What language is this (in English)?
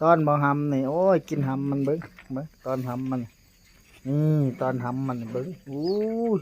Lao